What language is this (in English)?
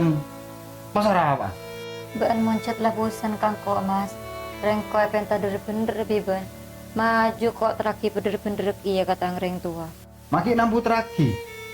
Madurese